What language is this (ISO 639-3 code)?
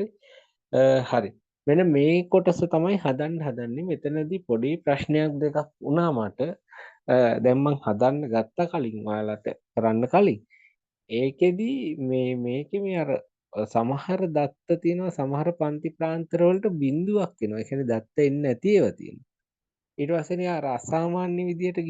sin